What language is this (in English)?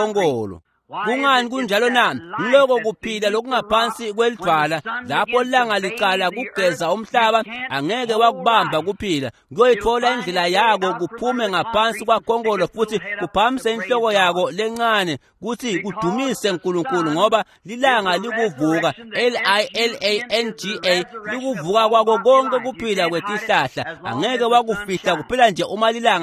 Swati